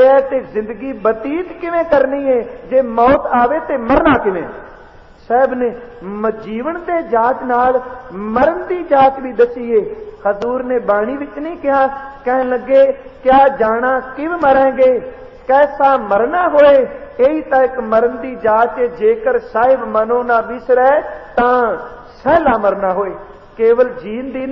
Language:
Punjabi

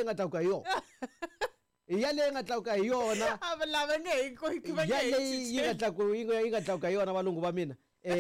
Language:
Tsonga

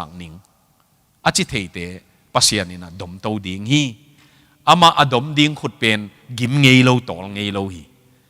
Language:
Tedim Chin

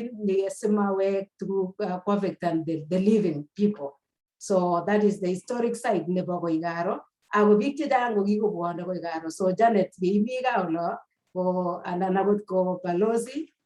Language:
Kalenjin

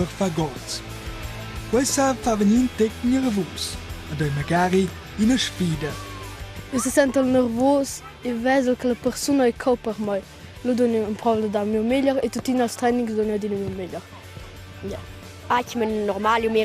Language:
Romansh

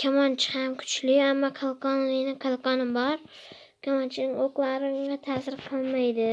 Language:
Uzbek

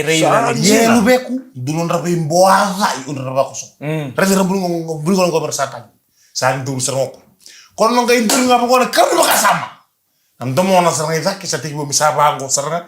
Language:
Fijian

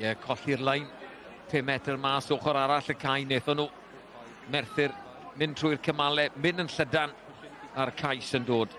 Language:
Welsh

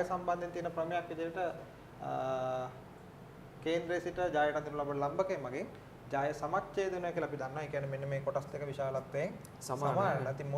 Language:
Sinhala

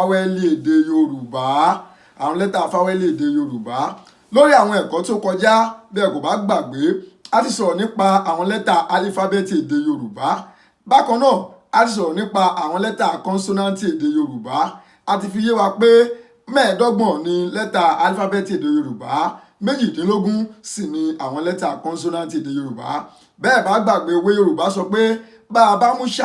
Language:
Yoruba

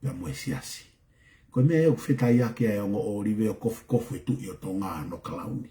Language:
Tongan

